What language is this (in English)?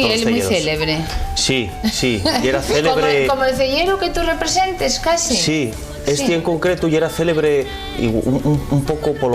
Asturian